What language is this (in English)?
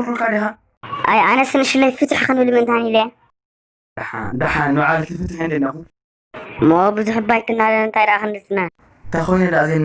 Tigrinya